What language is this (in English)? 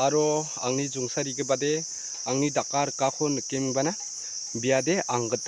Garo